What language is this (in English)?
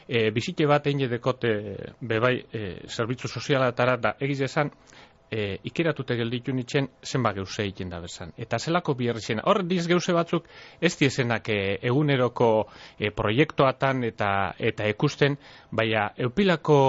Basque